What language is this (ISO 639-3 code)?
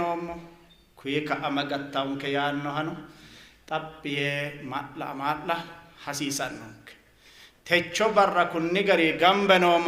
sid